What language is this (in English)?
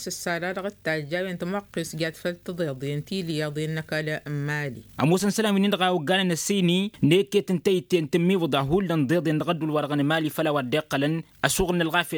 Tamasheq